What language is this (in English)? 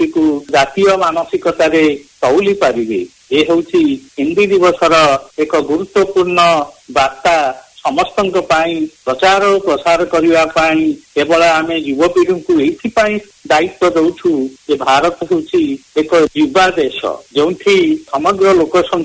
Odia